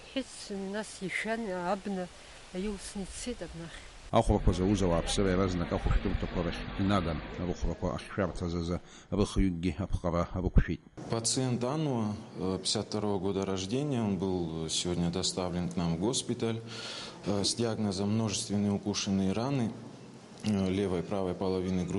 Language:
Abkhazian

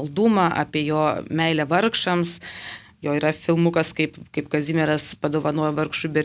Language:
Lithuanian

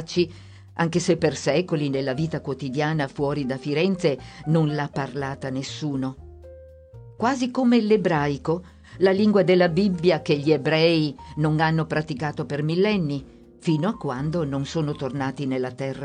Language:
Italian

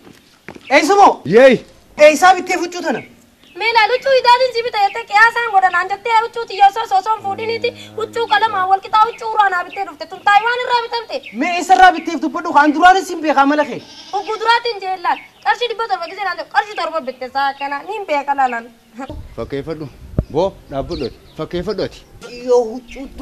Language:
Oromo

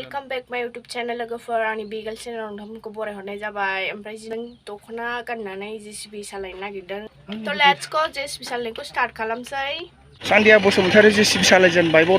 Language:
Bodo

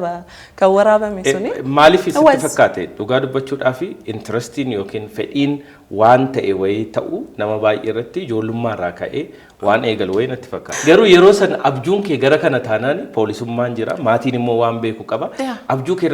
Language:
Oromo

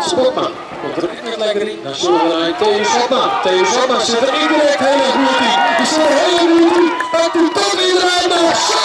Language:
Western Frisian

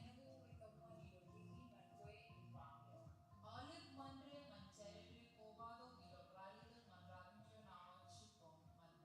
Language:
Marshallese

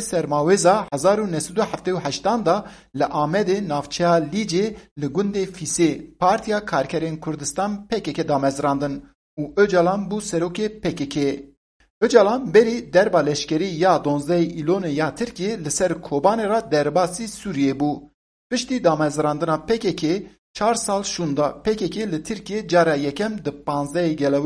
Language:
Kurdish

